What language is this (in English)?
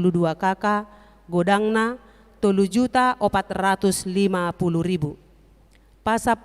Batak Toba